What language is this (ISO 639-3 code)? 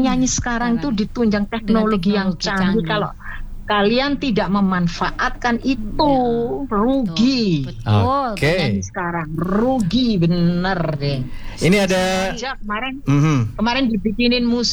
ind